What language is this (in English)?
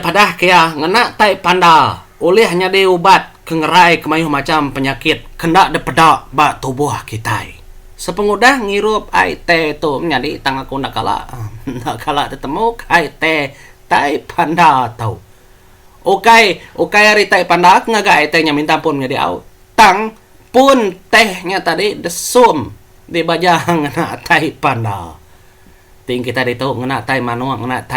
Iban